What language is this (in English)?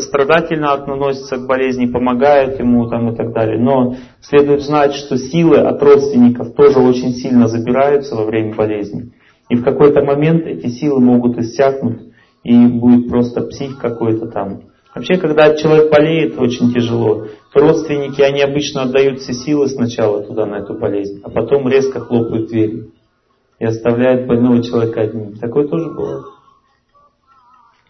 Russian